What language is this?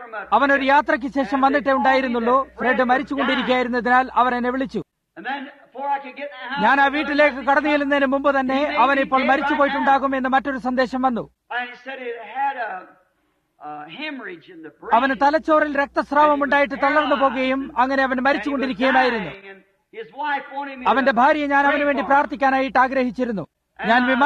Malayalam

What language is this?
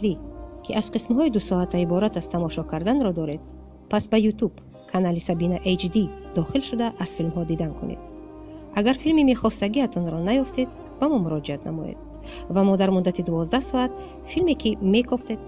Tajik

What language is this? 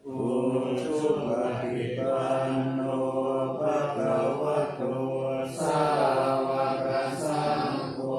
Pali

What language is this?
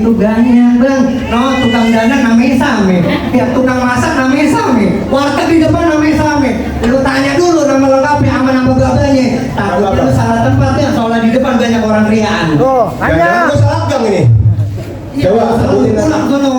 Betawi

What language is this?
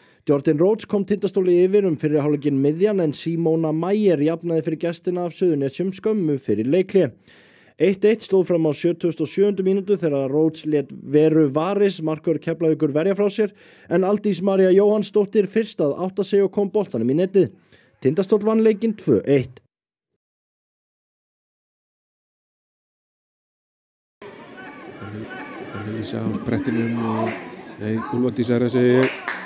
Icelandic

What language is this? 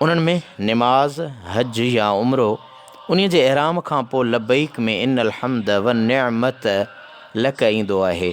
Sindhi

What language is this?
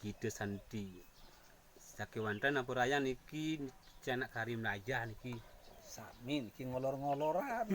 Balinese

